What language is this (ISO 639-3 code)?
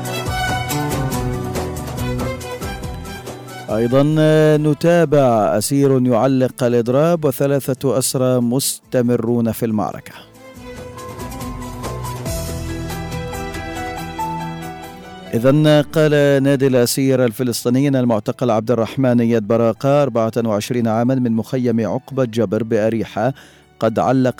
ara